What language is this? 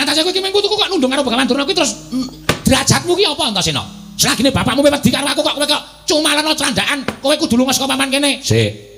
Javanese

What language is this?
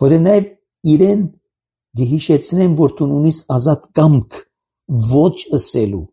Armenian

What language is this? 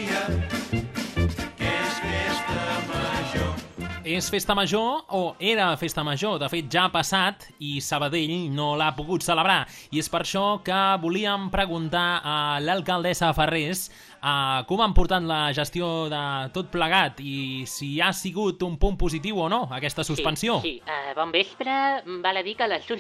Catalan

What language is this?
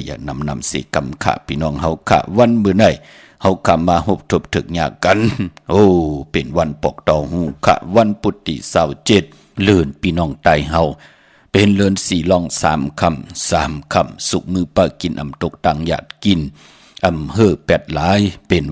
Shan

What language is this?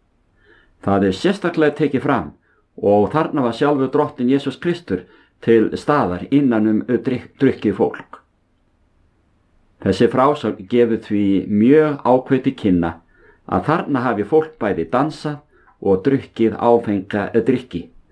Icelandic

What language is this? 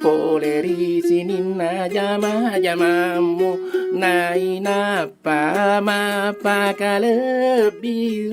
Buginese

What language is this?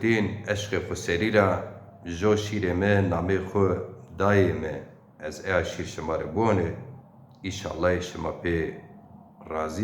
Zaza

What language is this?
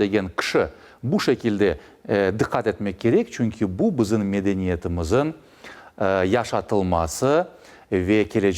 Crimean Tatar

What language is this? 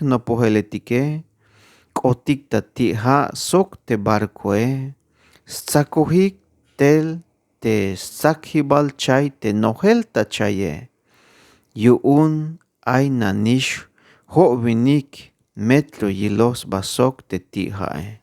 Tzeltal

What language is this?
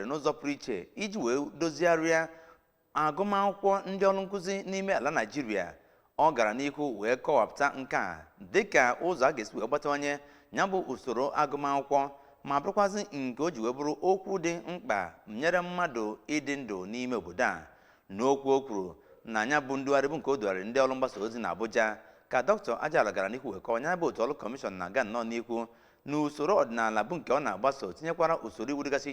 Igbo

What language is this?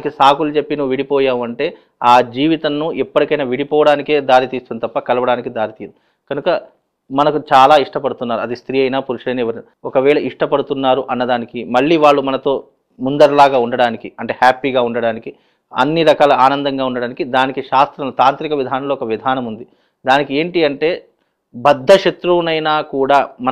Telugu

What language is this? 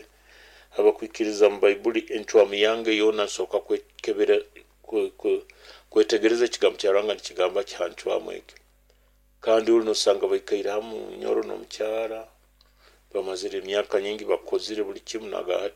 Nyoro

